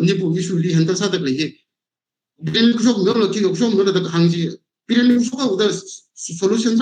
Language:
Tangkhul Naga (India)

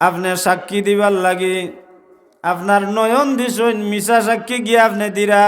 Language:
Sylheti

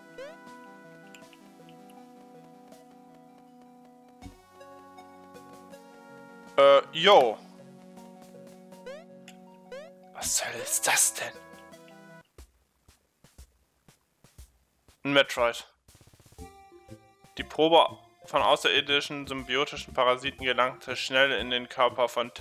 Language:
German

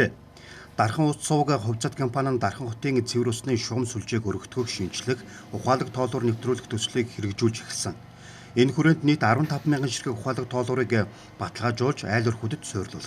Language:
Mongolian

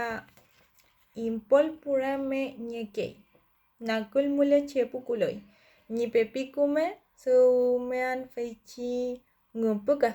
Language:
Mapuche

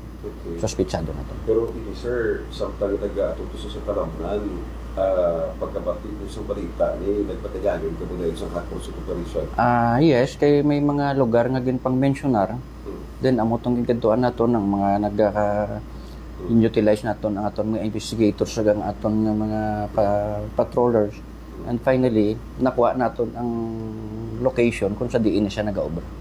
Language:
Hiligaynon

